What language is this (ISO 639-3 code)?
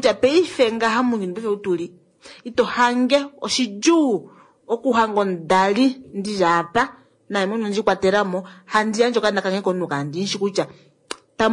kua